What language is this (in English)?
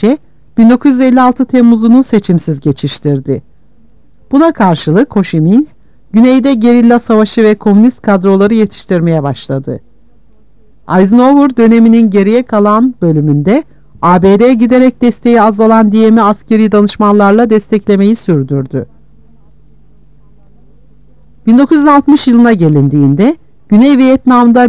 Turkish